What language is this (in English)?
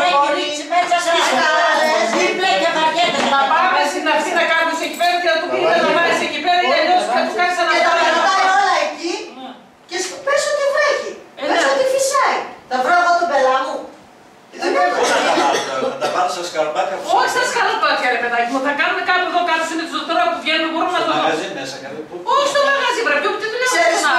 Greek